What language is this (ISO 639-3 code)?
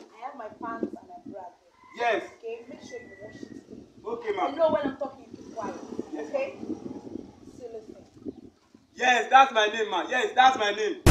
pcm